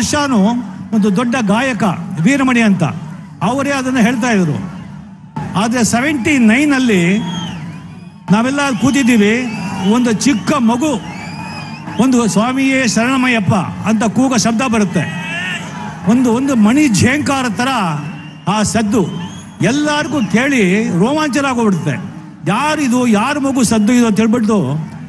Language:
Kannada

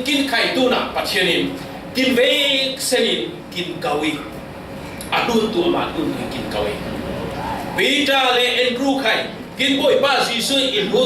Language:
Falam Chin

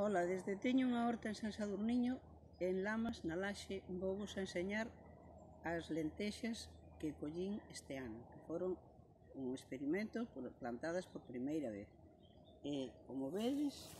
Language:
Galician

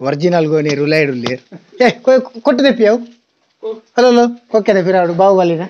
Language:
Tulu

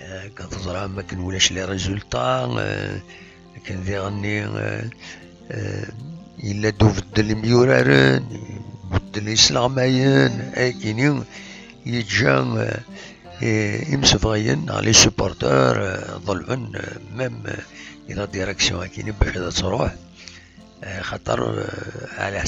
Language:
Kabyle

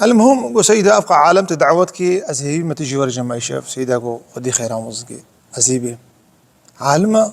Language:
Kurdish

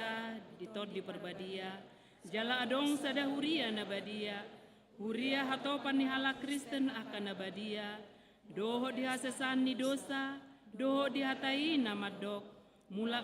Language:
Batak Toba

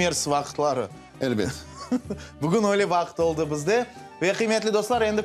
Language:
Crimean Tatar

